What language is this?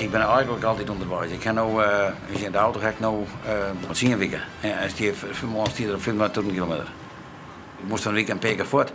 Western Frisian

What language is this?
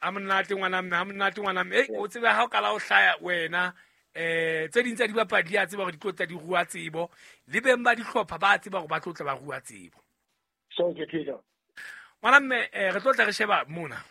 Southern Sotho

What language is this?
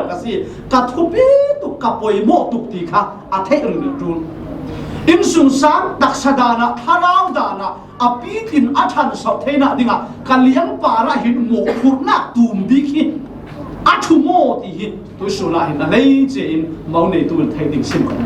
Falam Chin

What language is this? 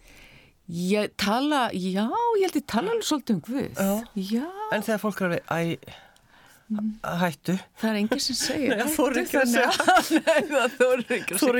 Icelandic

